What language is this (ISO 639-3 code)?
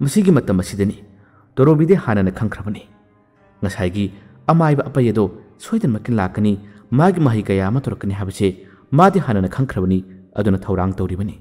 mni